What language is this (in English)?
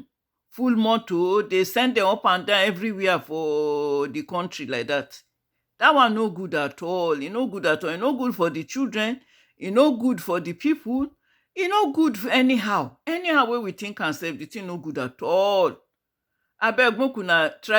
Nigerian Pidgin